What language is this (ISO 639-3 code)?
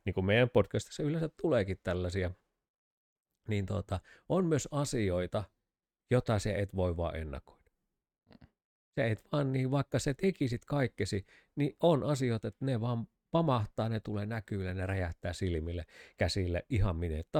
fin